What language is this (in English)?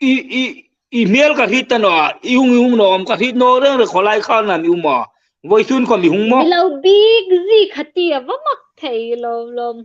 Hmar